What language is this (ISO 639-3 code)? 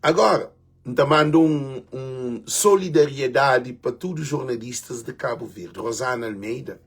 kea